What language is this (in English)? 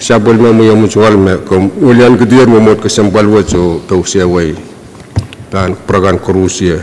Pohnpeian